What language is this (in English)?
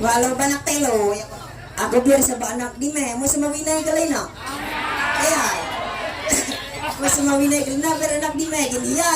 Ma'anyan